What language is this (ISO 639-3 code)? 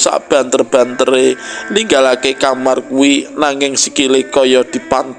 jav